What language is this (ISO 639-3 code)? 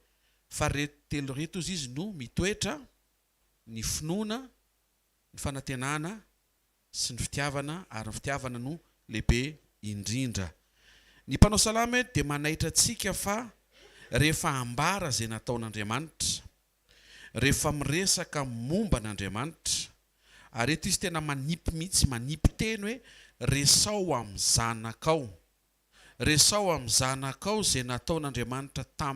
mlg